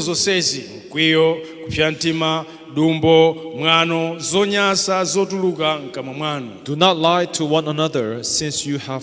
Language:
Nyanja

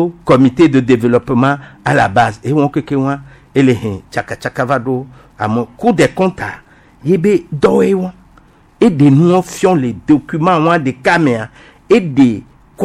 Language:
Gen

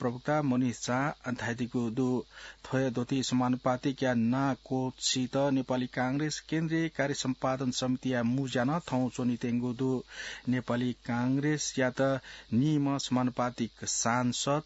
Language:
Newari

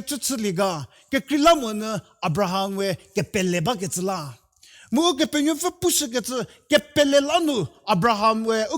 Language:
Angami Naga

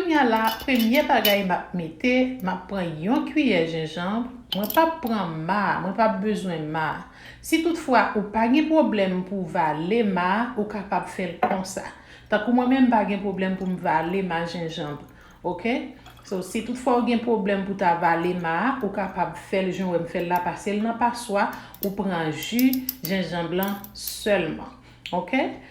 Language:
Haitian Creole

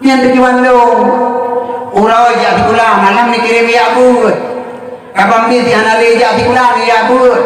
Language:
Achinese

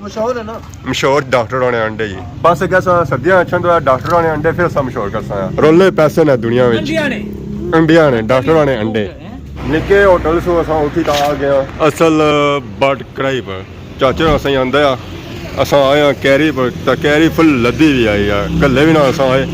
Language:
Pahari-Potwari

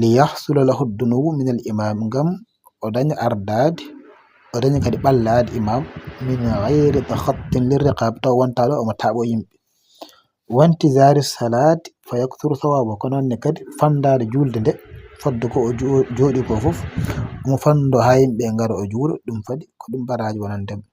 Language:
Fula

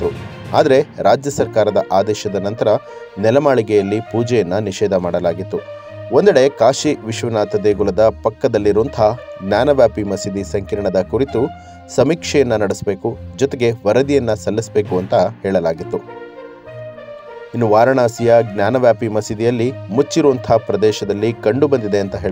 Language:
Kannada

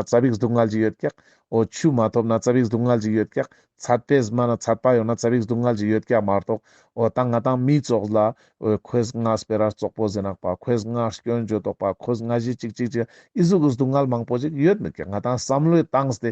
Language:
Ladakhi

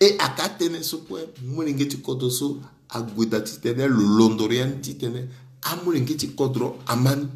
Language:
Sango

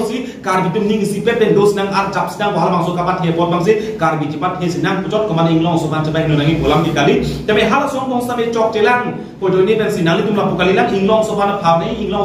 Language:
Karbi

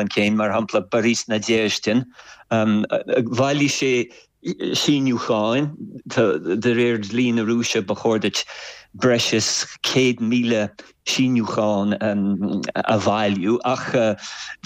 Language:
Irish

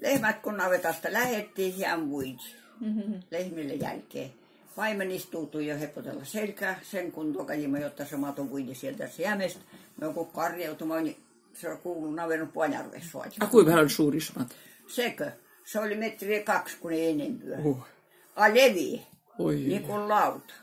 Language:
Karelian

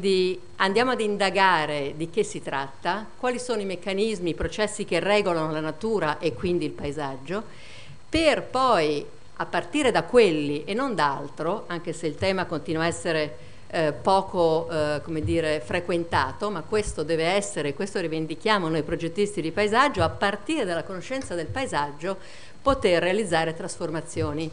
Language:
Italian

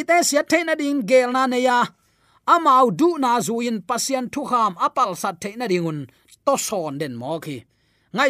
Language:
Tedim Chin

